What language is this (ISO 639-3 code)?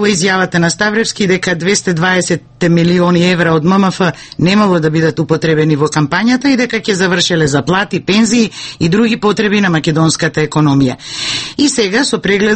mkd